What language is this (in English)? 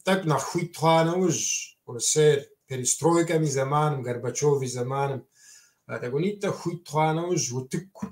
Kabardian